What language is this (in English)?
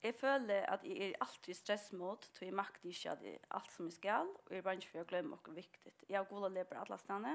Faroese